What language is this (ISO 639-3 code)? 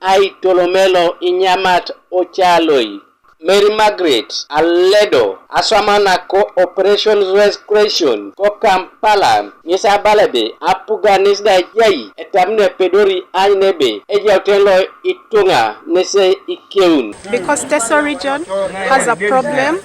teo